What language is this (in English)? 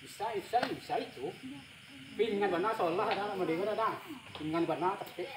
Minangkabau